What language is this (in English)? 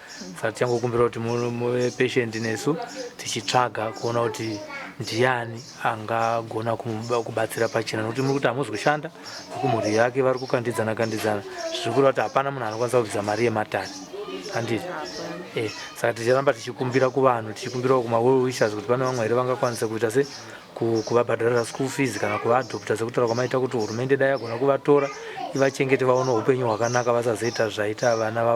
Shona